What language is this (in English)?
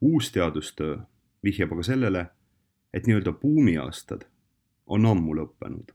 Estonian